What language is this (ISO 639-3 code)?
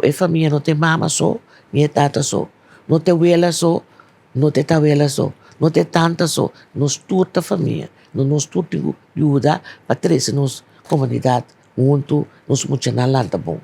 pap